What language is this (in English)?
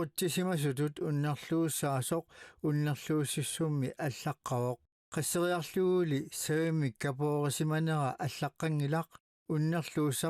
Kalaallisut